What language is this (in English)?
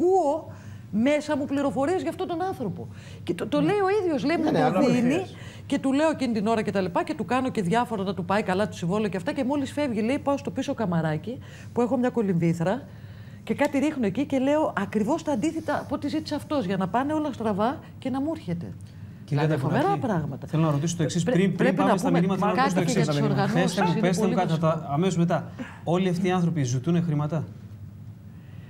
Greek